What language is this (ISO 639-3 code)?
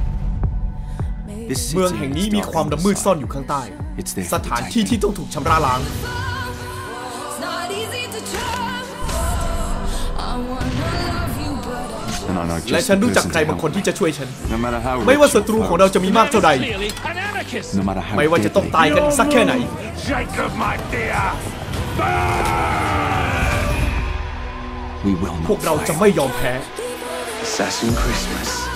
tha